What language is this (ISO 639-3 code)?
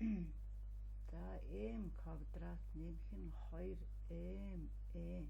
mon